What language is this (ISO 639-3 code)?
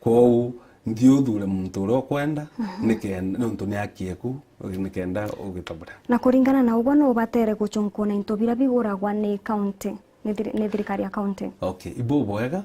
mer